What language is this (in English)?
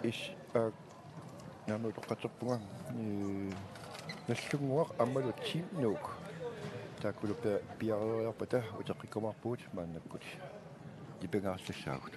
Kalaallisut